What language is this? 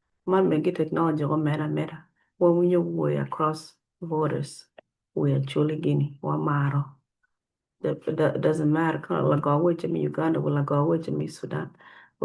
Acoli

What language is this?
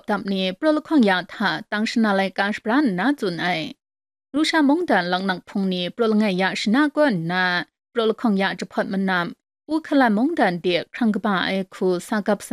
Kachin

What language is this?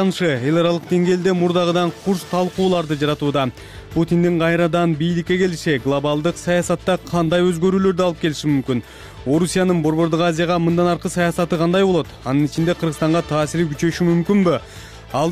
Kyrgyz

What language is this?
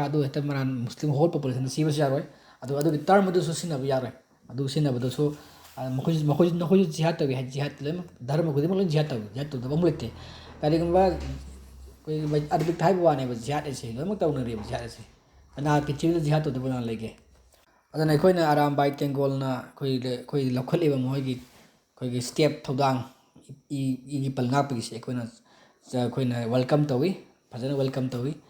Manipuri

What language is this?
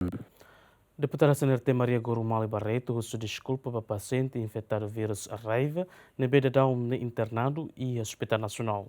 Tetum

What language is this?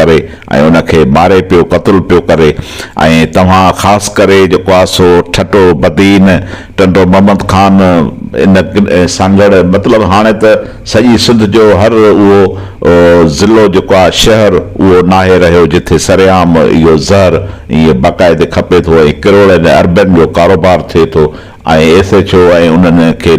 Sindhi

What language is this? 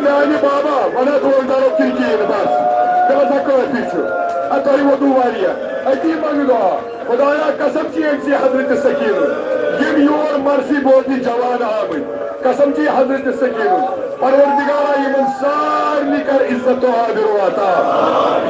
Kashmiri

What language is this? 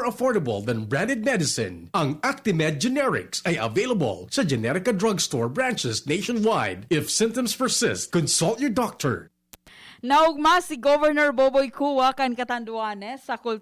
Bikol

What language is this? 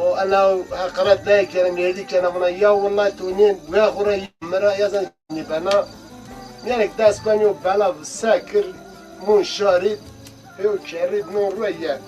Zaza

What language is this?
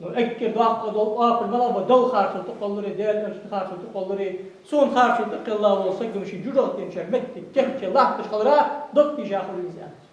Ingush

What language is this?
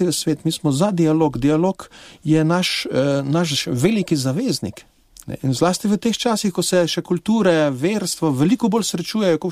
Slovenian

